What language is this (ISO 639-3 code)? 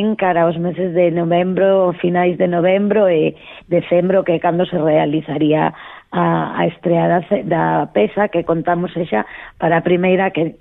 glg